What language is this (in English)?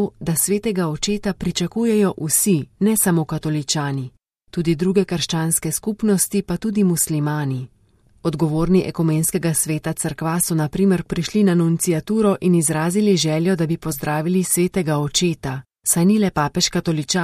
Slovenian